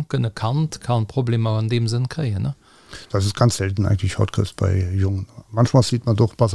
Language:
Luxembourgish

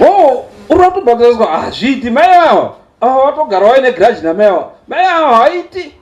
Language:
Shona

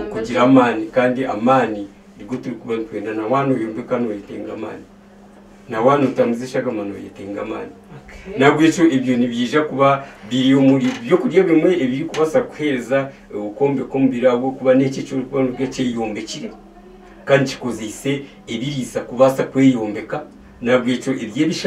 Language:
Nyankole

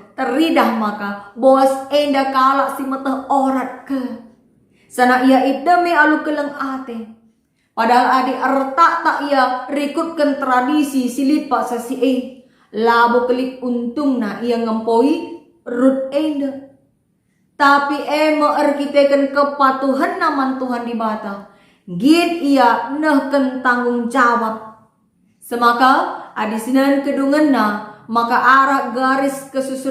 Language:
Batak Karo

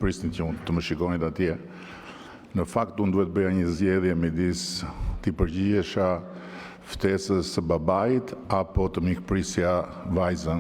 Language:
Albanian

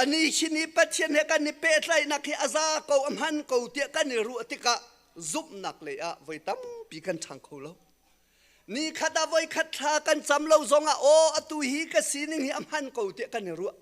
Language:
Hakha Chin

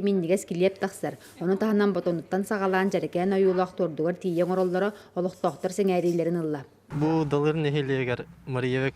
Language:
Yakut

